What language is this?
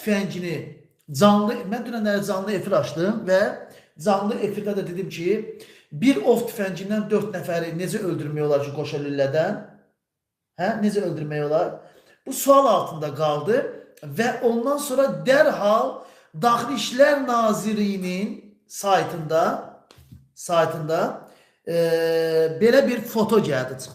Azerbaijani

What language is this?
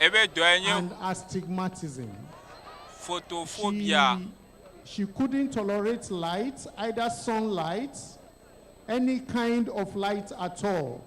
Ewe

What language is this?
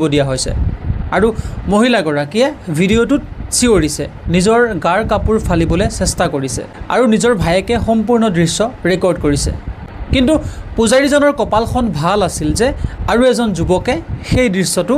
Assamese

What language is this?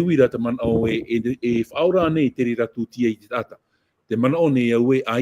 Tahitian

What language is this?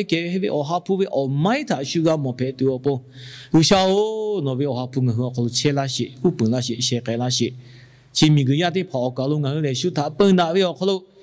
Lahu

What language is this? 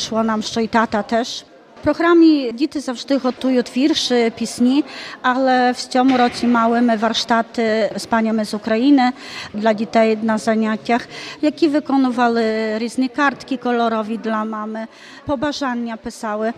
Ukrainian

